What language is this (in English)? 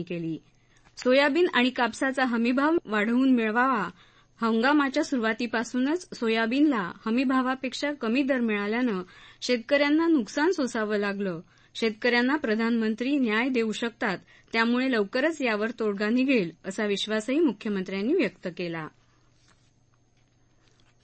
Marathi